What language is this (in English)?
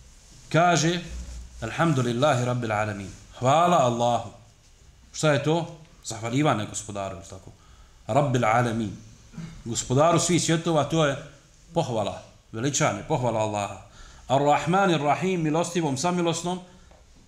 Bosnian